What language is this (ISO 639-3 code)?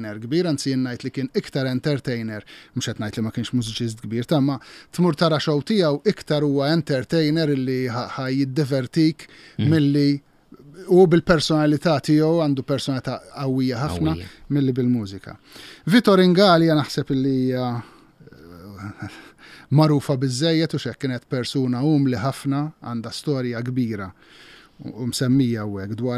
mlt